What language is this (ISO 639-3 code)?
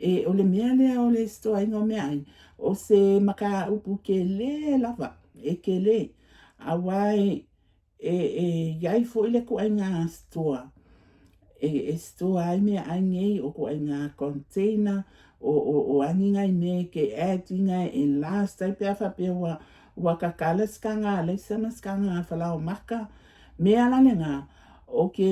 smo